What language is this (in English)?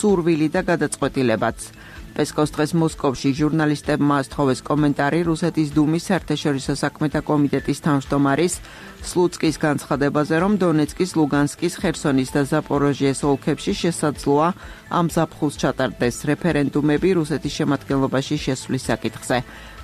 Georgian